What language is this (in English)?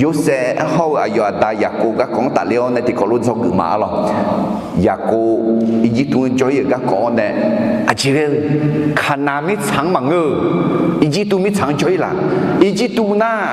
Akha